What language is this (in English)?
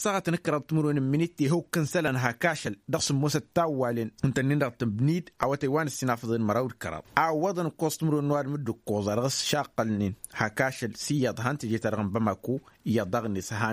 Tamasheq